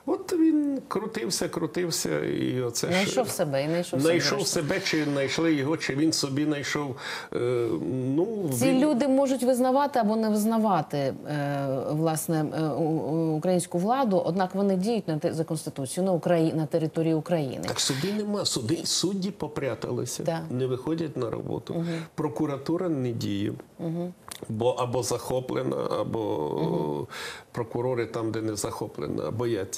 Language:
Ukrainian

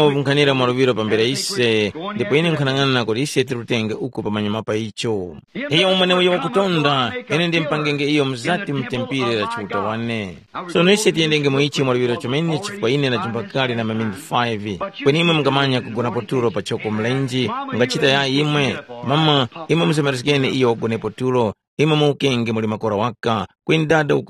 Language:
Tumbuka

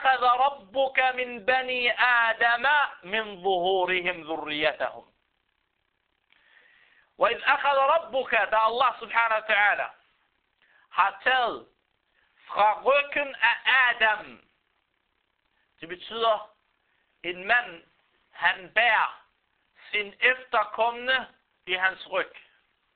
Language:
Danish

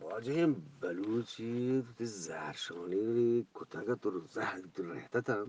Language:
Eastern Balochi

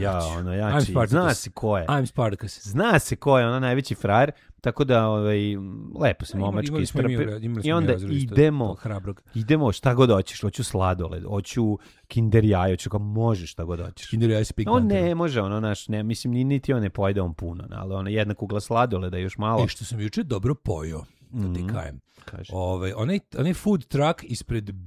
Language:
Serbian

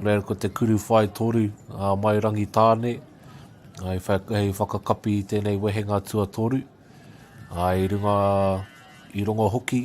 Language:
Māori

